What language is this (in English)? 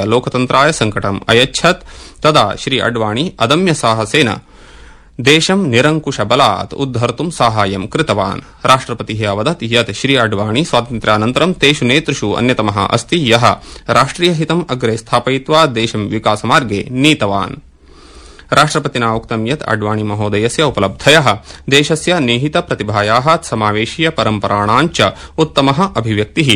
Sanskrit